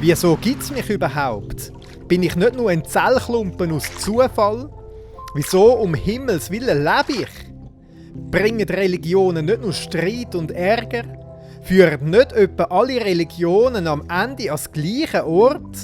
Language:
Swiss German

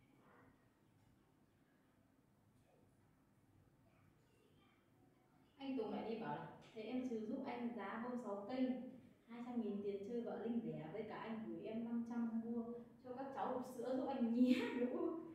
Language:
Vietnamese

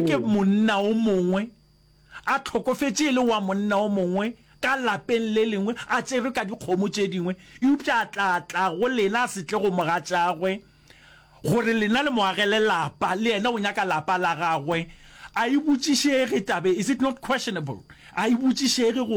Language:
Northern Sotho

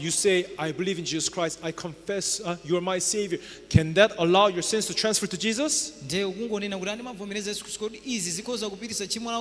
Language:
Nyanja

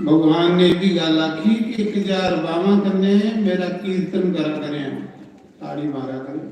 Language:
Dogri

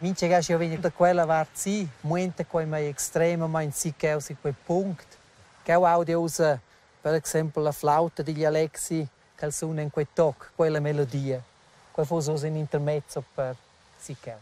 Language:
Romansh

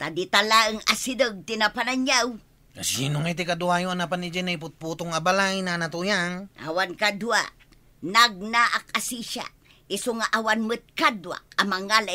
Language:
Iloko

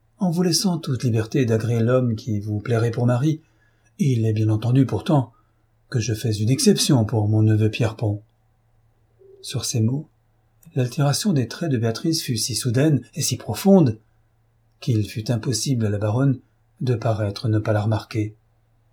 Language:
French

